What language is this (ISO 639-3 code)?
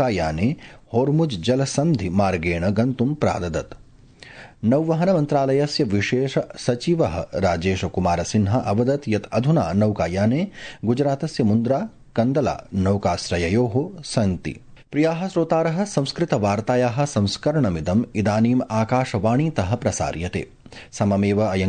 san